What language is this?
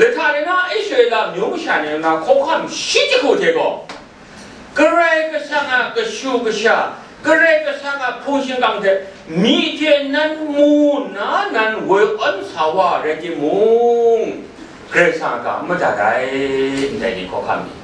Kachin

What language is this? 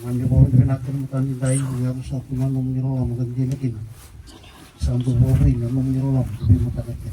Fijian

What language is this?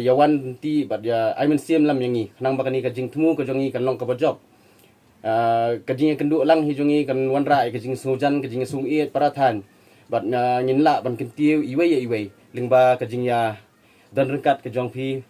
Khasi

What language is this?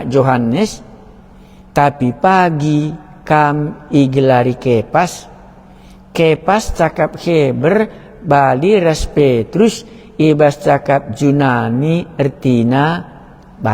Batak Karo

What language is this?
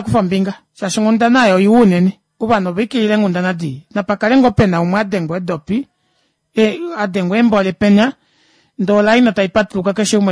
Kuanyama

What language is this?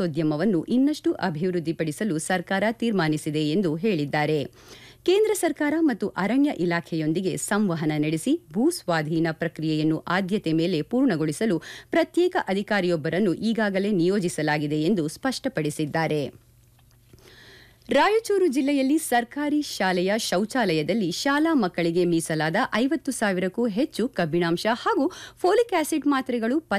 Kannada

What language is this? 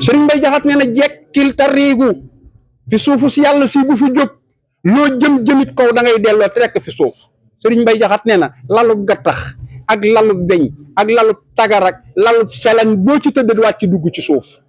Wolof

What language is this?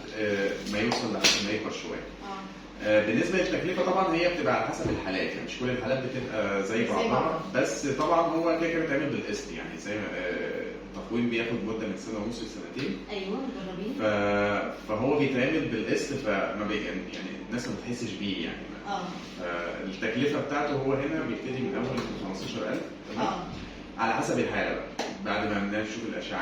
Egyptian Arabic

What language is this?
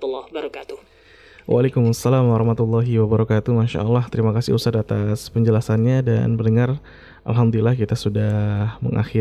Indonesian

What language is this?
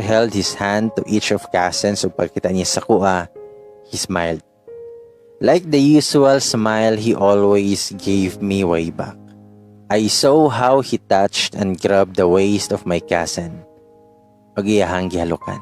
Cebuano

